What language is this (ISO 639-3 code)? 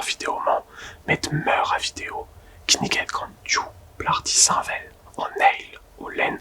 bre